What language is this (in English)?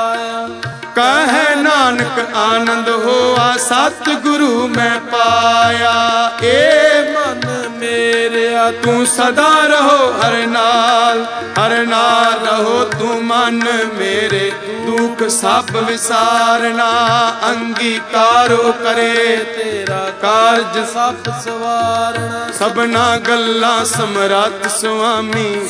Punjabi